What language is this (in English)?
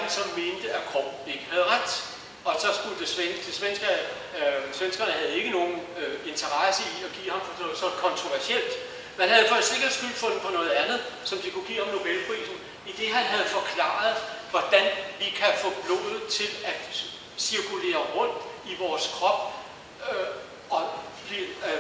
Danish